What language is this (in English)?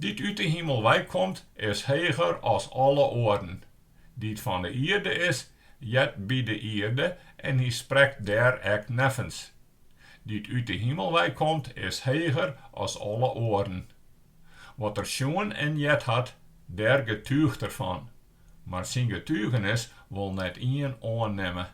Western Frisian